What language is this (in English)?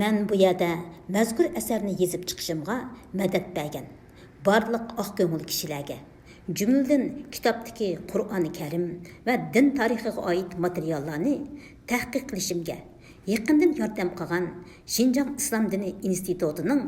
Uyghur